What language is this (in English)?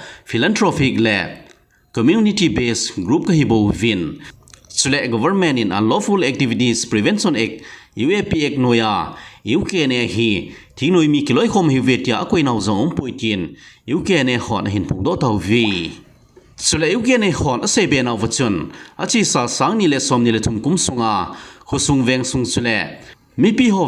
Thado Chin